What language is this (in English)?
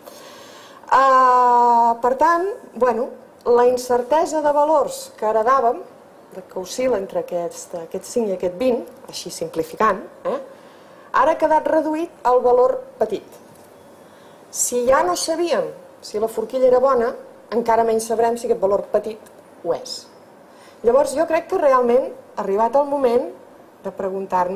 Catalan